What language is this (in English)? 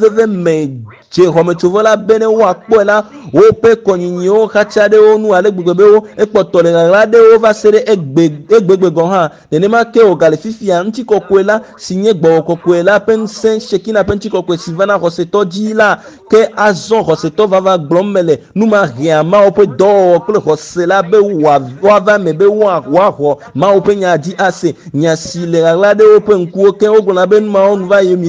Ewe